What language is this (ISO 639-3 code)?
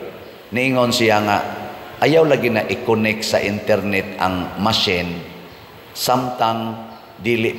ceb